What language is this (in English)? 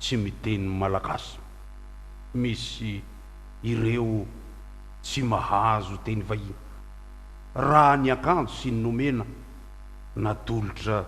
Malagasy